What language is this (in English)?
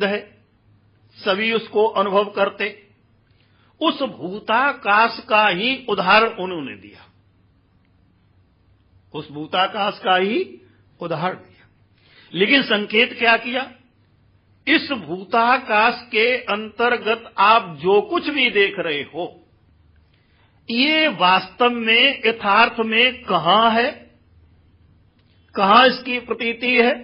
Hindi